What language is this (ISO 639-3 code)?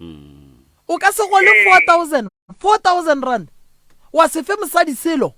nso